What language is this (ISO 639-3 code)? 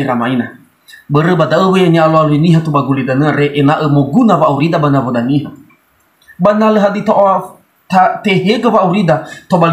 nia